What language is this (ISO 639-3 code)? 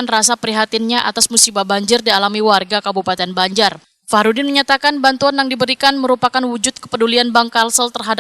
bjn